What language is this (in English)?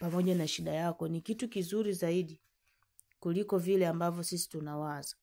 Swahili